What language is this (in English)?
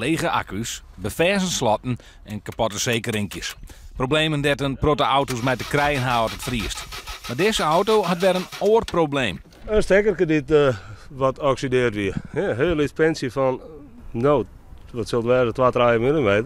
Western Frisian